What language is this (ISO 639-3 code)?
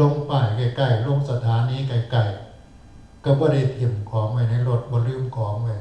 tts